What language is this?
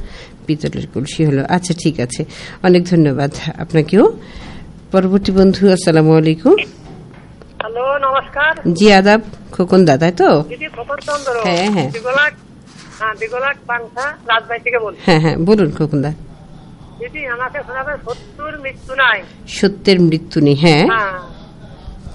Bangla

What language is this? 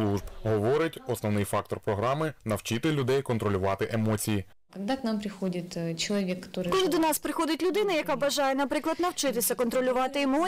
Ukrainian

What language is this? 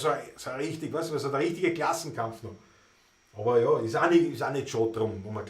Bavarian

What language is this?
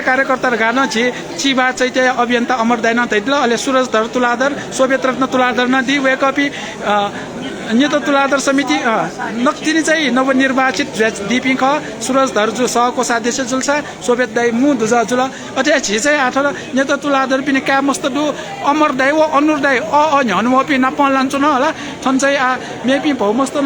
Newari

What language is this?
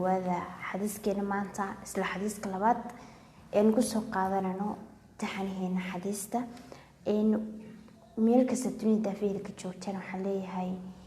Somali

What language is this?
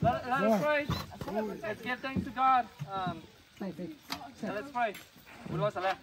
Lahu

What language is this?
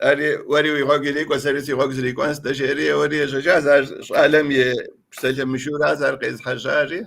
Kabardian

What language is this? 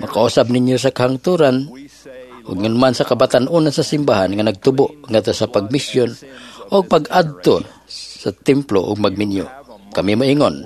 Cebuano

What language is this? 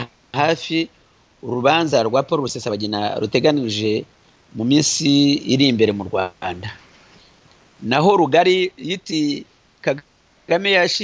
Kinyarwanda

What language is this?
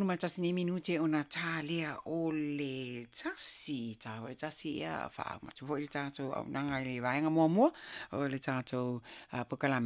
Samoan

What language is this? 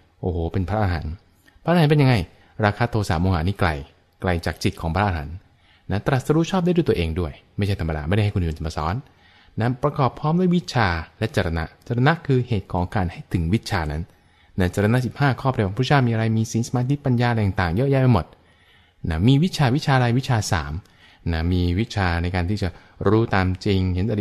Thai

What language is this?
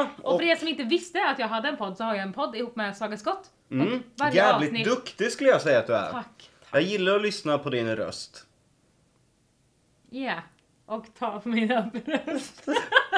Swedish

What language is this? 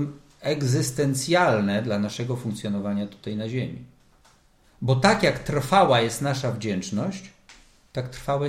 Polish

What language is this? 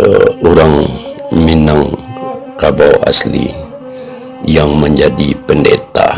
Minangkabau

